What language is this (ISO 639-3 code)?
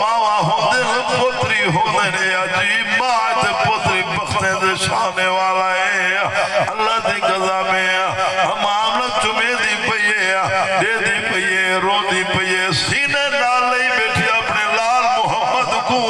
skr